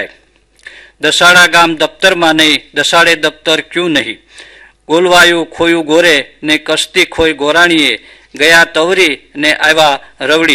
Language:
Gujarati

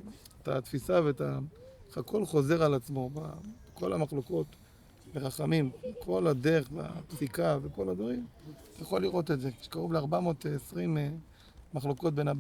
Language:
Hebrew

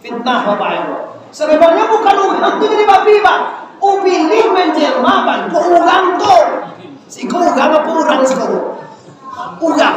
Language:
Minangkabau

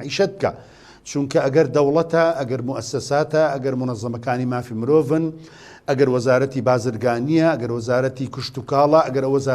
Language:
Central Kurdish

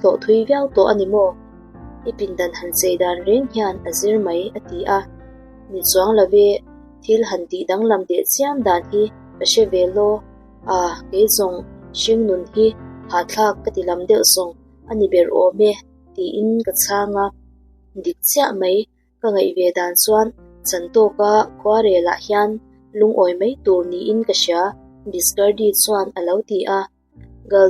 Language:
Mizo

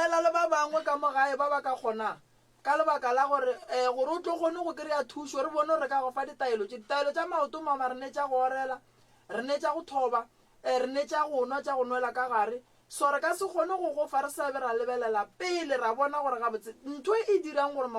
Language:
Northern Sotho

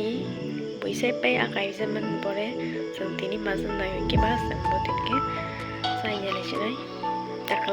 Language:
Kok Borok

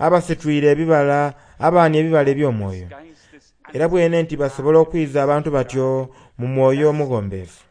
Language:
Soga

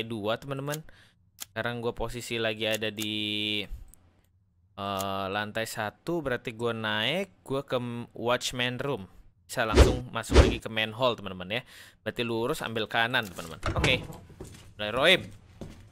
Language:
Indonesian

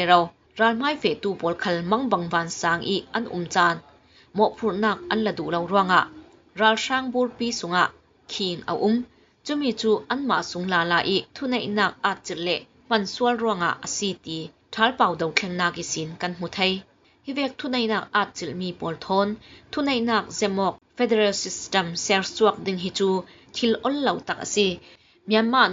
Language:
Falam Chin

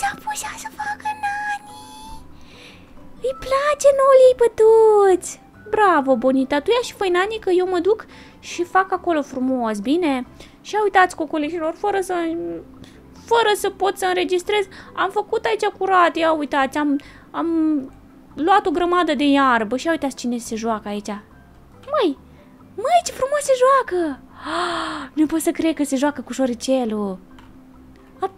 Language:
Romanian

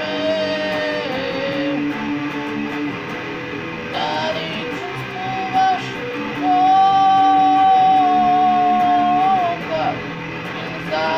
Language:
Macedonian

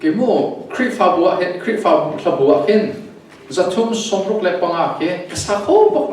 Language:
Hakha Chin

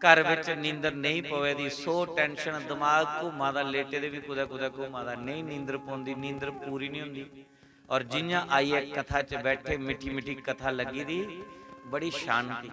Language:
Dogri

